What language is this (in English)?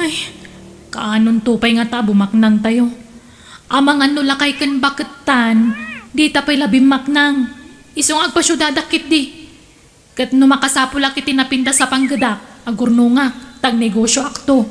Iloko